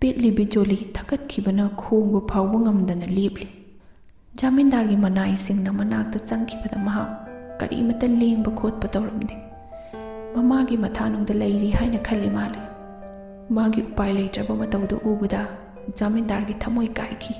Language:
Manipuri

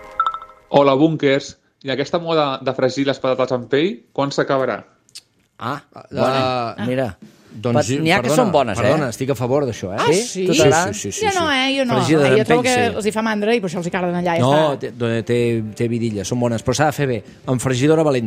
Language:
Catalan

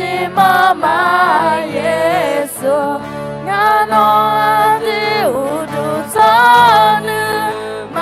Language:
Akha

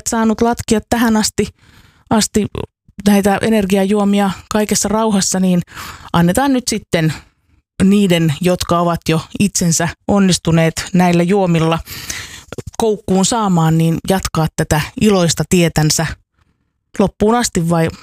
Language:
Finnish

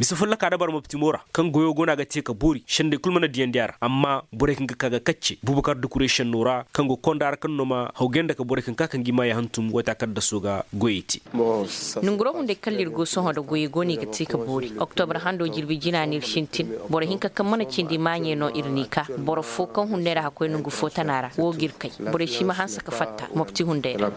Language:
Koyraboro Senni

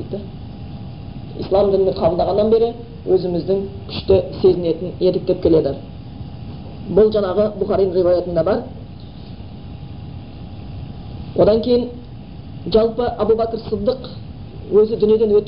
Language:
Kazakh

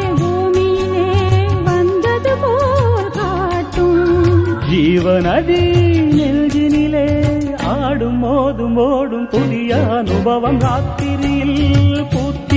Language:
Tamil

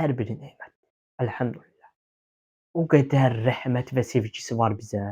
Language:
Azerbaijani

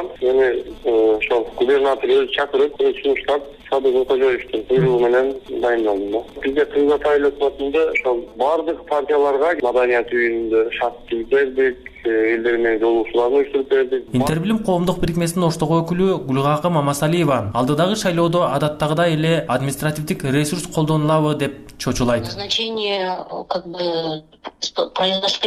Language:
Kyrgyz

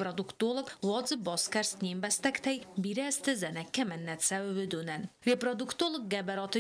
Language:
Ossetic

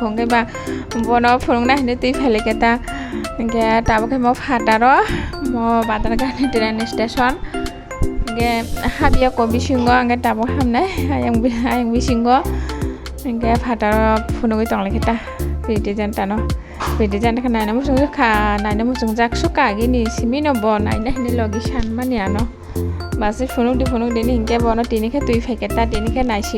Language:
Kok Borok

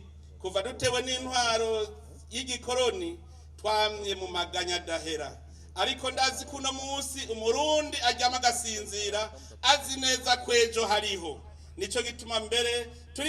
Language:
Rundi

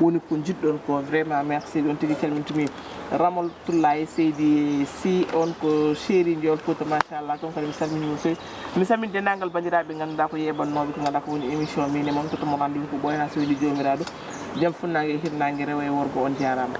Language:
Fula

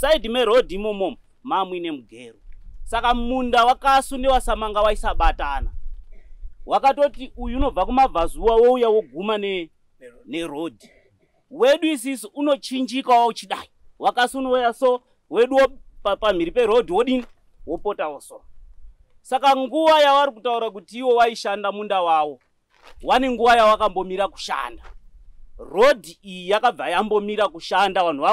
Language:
Shona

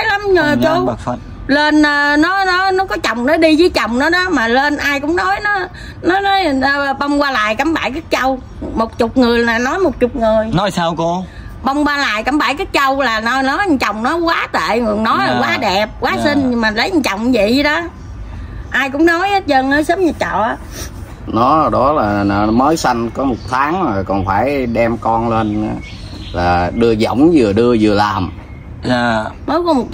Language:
Vietnamese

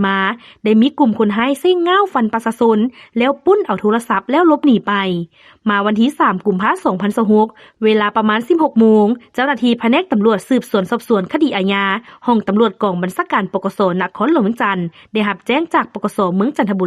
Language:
Lao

